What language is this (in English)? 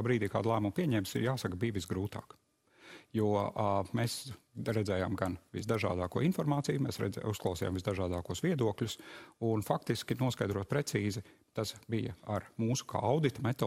Latvian